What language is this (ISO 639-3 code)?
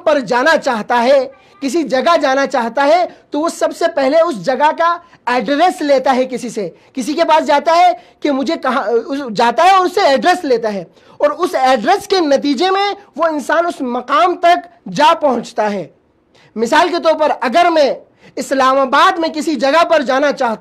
urd